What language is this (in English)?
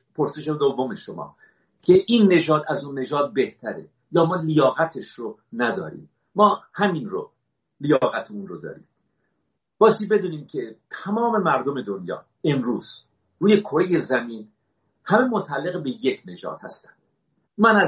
Persian